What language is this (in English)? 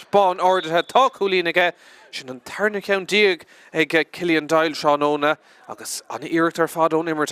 Irish